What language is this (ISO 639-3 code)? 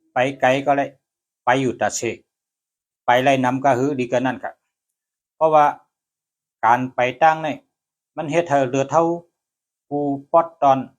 shn